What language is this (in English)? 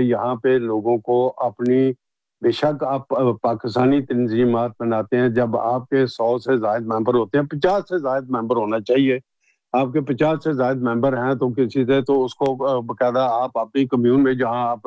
Urdu